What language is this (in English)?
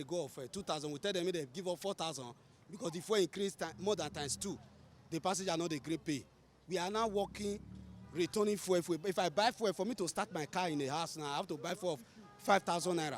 Nigerian Pidgin